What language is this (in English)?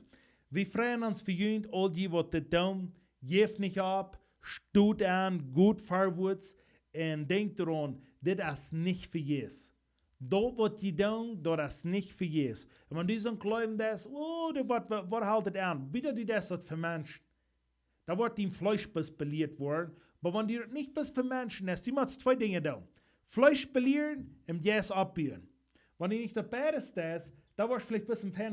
Plautdietsch